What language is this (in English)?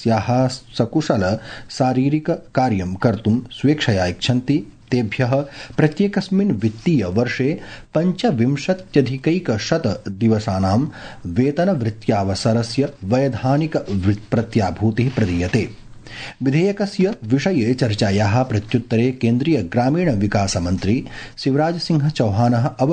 Sanskrit